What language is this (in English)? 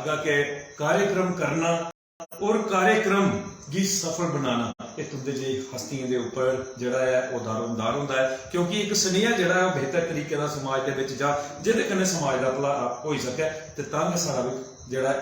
Dogri